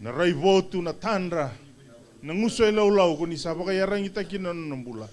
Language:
Fijian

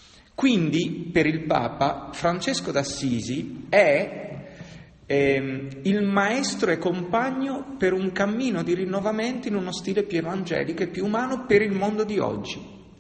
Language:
Italian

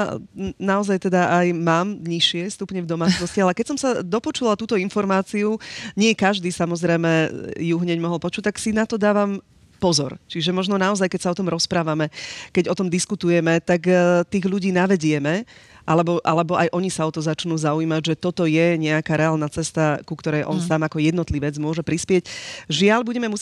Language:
Slovak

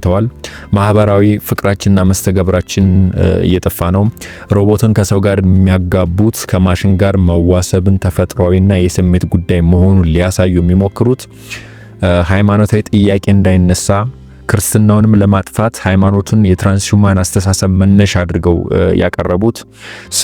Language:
Amharic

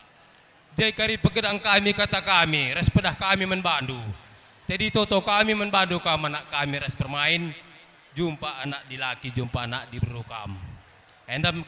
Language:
Batak Karo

